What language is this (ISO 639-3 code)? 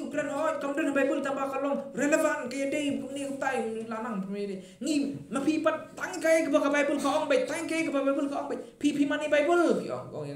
kha